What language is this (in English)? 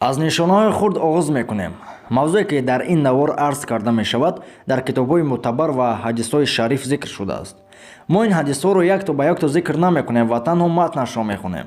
Tajik